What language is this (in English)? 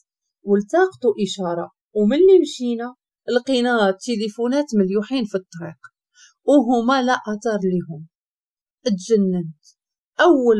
Moroccan Arabic